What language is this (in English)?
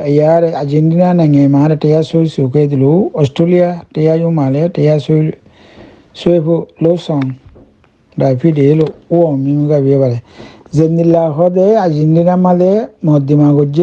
Rohingya